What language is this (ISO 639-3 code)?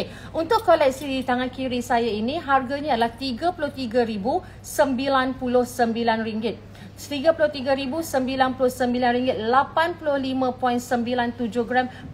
msa